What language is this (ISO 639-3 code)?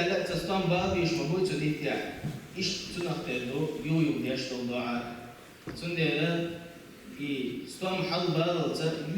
che